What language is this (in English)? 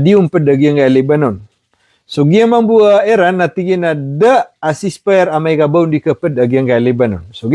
Maranao